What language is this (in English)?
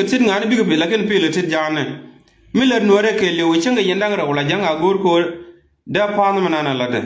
Nuer